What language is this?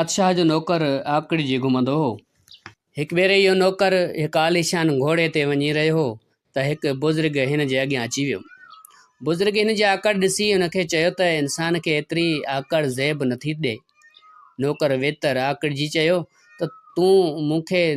Sindhi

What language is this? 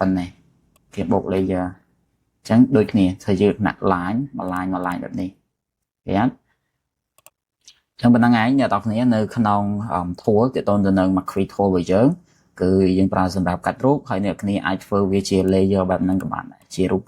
Khmer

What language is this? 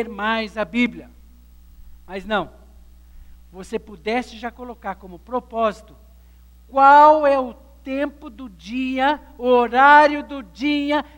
Portuguese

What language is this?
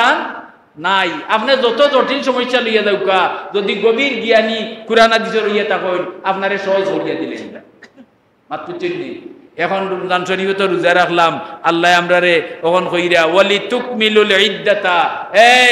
Sylheti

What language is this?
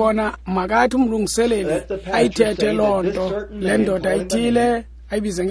Xhosa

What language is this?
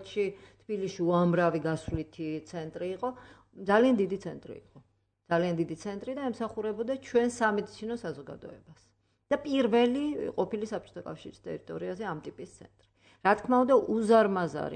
Georgian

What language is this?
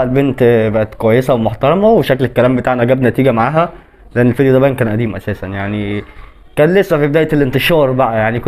Egyptian Arabic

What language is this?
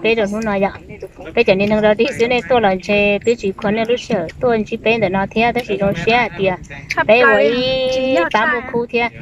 Hmong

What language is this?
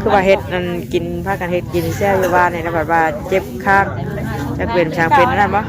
Northeastern Thai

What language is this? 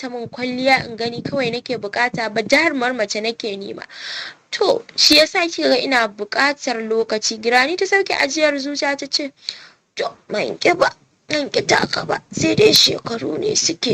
Hausa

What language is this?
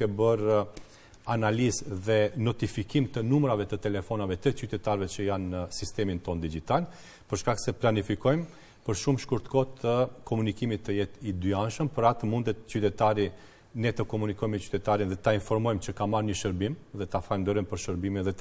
Albanian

